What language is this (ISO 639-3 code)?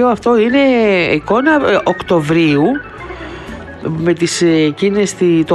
ell